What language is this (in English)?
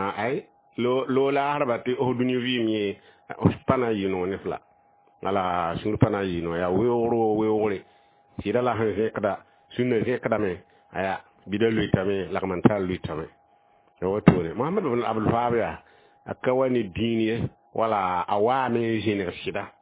Mossi